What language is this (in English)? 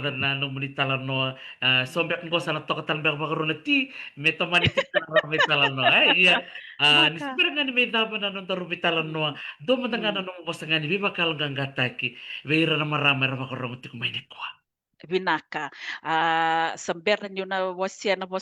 Fijian